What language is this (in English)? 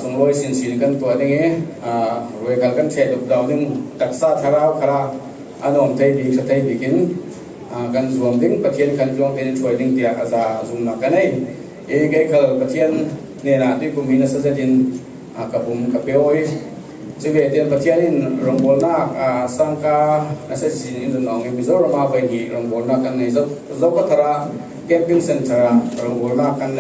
Falam Chin